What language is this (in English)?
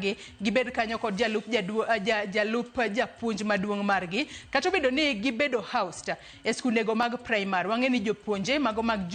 Luo (Kenya and Tanzania)